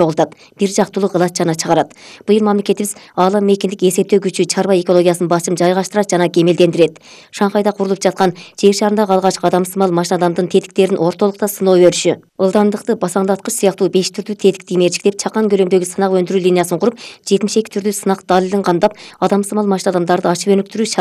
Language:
Kyrgyz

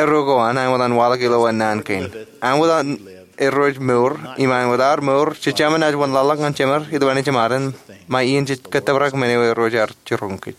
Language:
Marshallese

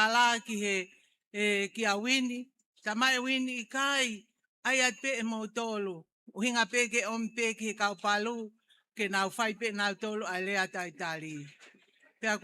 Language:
Tongan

